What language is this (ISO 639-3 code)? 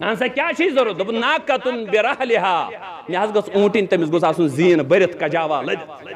kas